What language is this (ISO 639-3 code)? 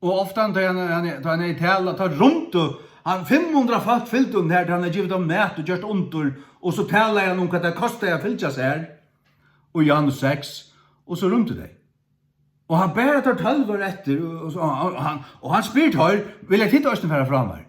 fao